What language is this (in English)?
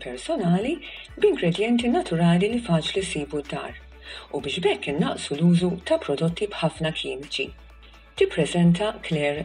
Maltese